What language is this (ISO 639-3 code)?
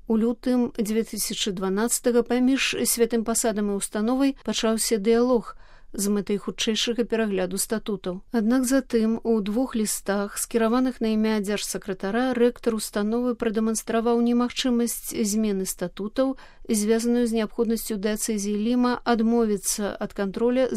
bel